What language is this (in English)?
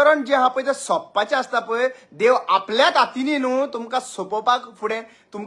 Konkani